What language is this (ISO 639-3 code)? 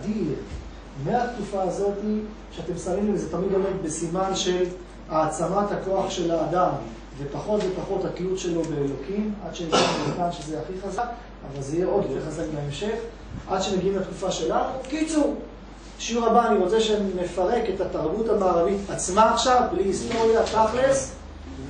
heb